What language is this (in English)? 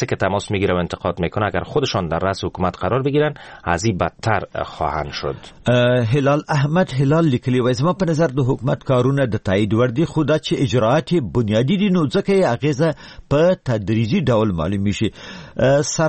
Persian